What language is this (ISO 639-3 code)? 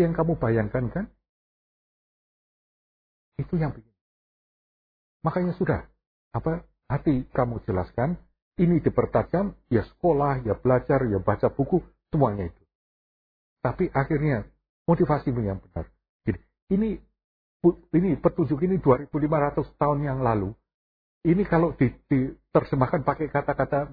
ind